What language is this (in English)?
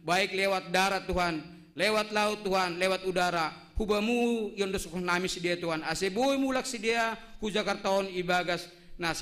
Batak Simalungun